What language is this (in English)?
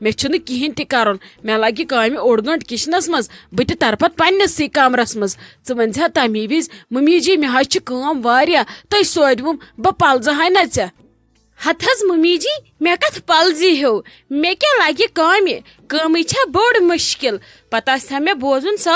Kashmiri